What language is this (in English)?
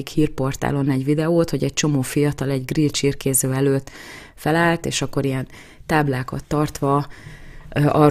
Hungarian